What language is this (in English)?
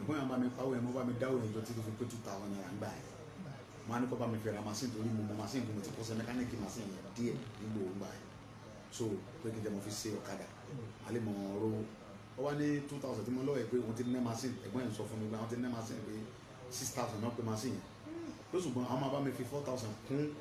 Yoruba